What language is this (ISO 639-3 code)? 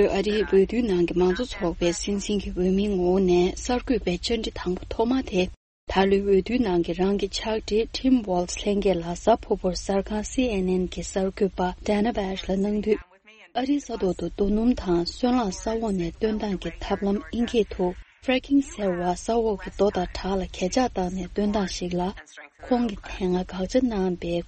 bod